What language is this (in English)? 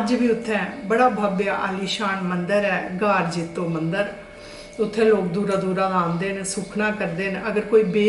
Dogri